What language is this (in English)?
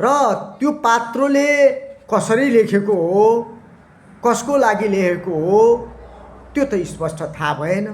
Nepali